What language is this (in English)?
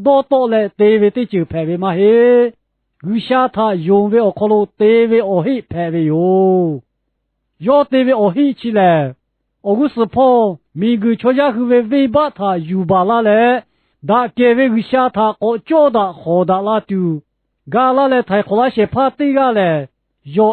Lahu